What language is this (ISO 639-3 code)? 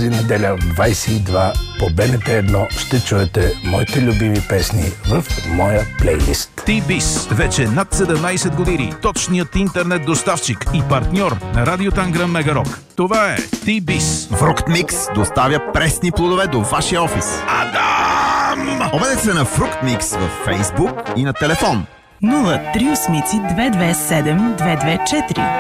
bul